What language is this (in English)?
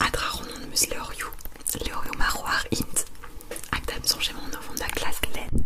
Breton